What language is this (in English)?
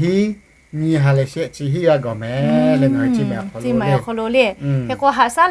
Lahu